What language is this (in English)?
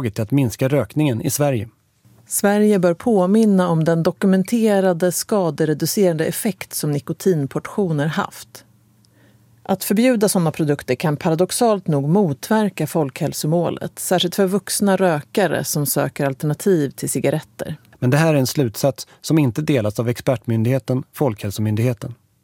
Swedish